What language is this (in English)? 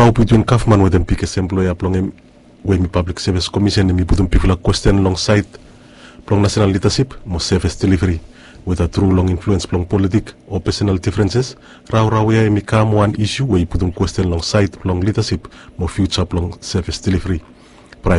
Bislama